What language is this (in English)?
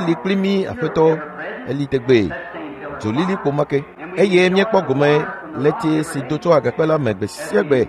Ewe